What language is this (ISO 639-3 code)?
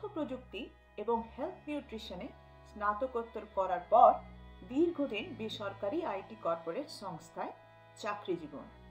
ben